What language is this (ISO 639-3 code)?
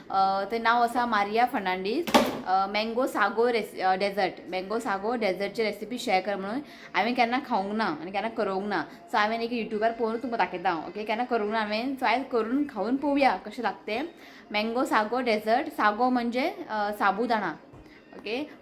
kok